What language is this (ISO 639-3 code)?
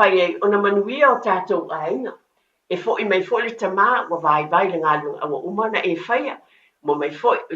smo